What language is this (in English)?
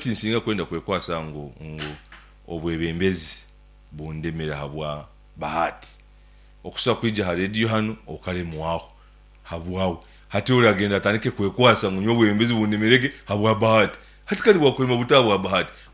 Nyankole